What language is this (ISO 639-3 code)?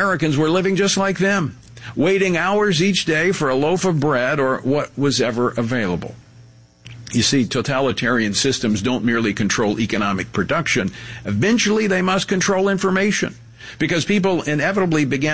eng